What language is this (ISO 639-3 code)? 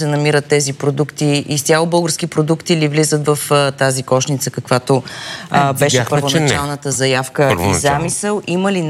bul